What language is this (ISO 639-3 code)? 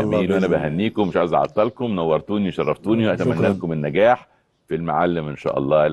arz